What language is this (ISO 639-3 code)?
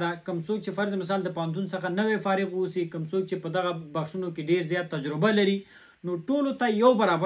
pus